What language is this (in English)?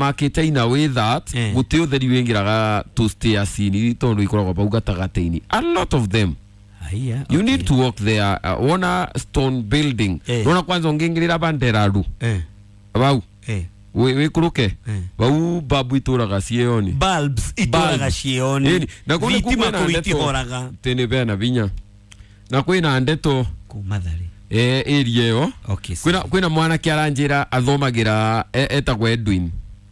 Kikuyu